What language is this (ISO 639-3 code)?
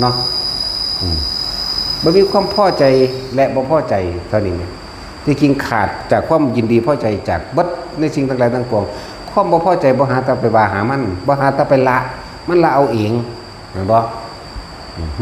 tts